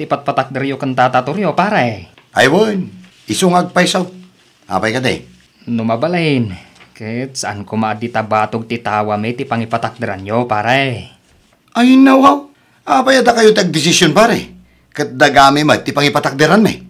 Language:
Iloko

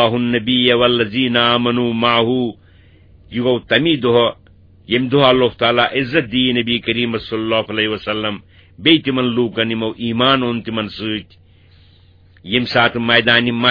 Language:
Kashmiri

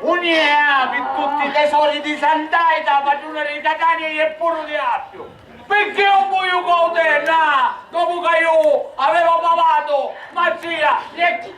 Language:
Sicilian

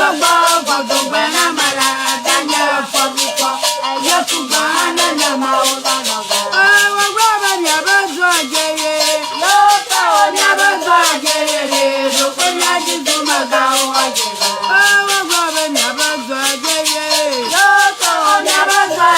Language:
Ewe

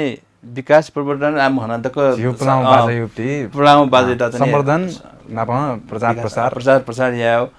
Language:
Newari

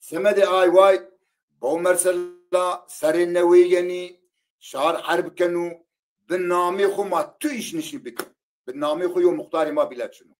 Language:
Zaza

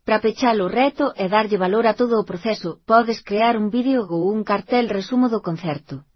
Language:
Galician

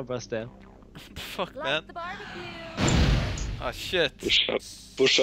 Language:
Faroese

